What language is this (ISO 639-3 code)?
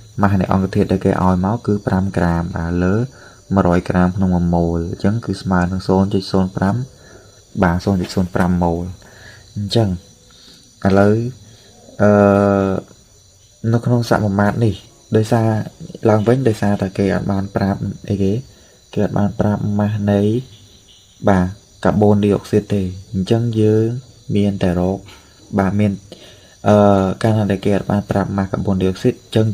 khm